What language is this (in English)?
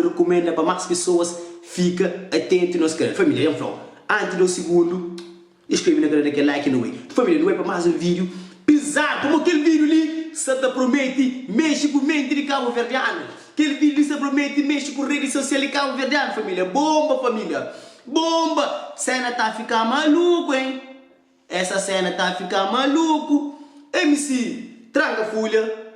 Kabuverdianu